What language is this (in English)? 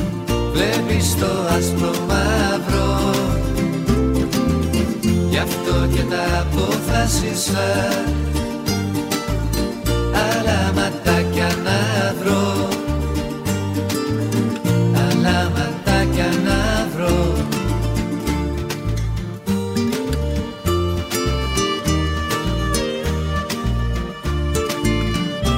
Greek